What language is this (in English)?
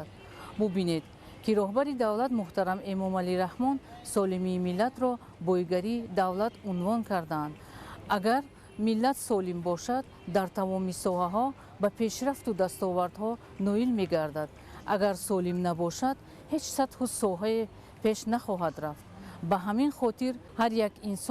Tajik